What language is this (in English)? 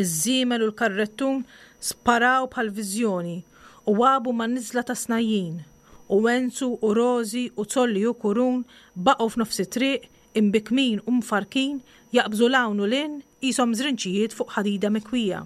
Maltese